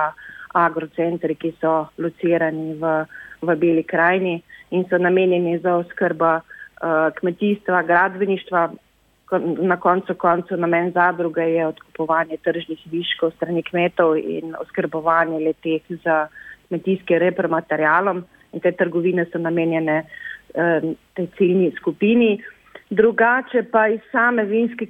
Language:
Slovenian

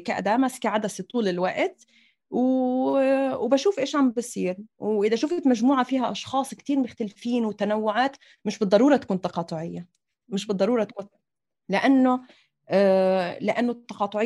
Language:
North Levantine Arabic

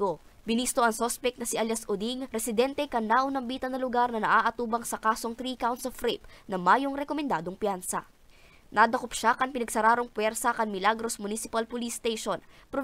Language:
Bikol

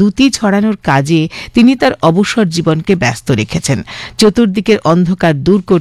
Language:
Bangla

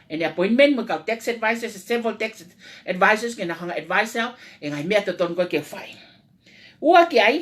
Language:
Tongan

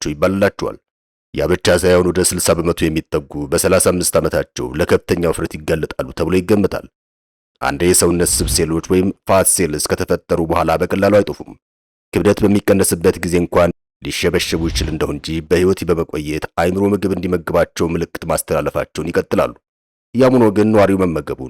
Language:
Amharic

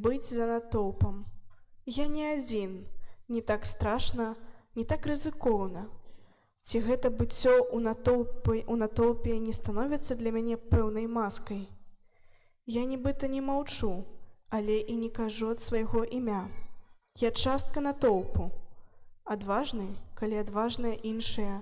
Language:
Belarusian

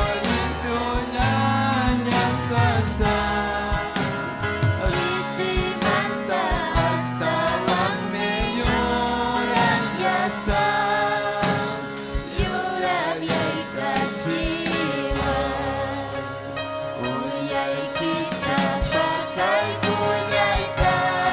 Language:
Ayacucho Quechua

